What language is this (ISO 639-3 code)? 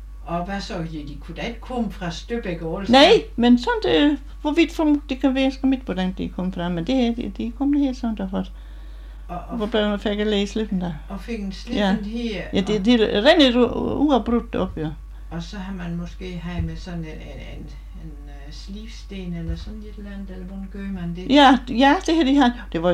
dan